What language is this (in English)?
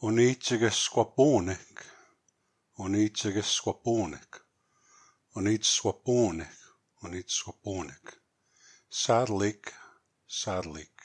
Plains Cree